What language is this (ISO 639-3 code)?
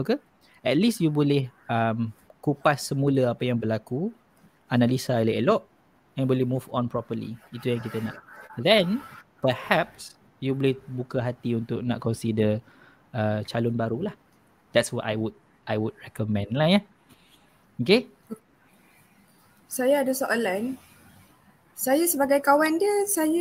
msa